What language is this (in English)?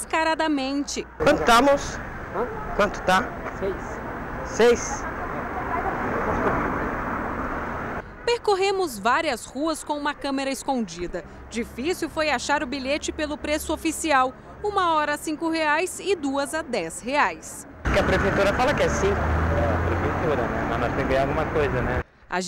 Portuguese